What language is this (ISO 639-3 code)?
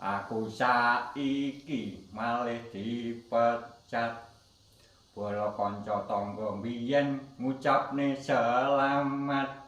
jav